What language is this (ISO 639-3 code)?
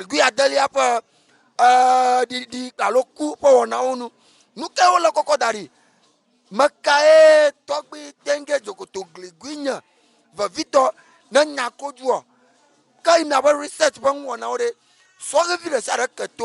ewe